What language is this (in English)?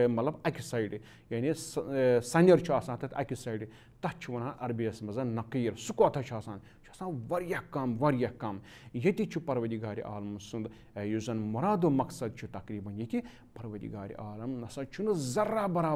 Kashmiri